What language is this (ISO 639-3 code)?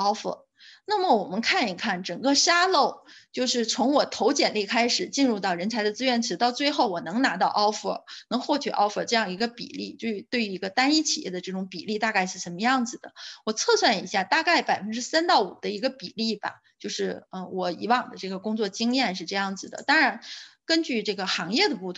zho